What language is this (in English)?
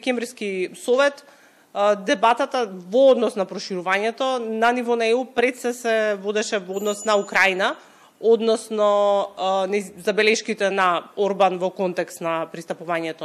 Macedonian